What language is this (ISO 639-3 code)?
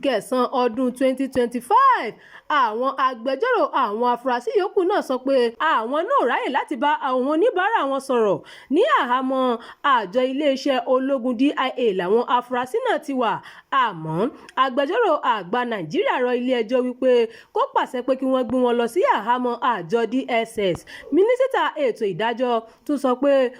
yor